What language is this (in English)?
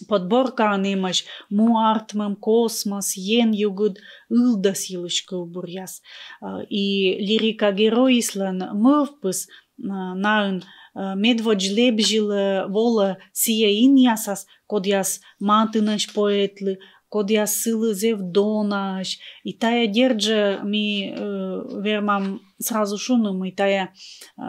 Komi